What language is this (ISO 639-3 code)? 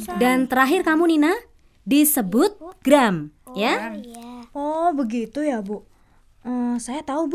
ind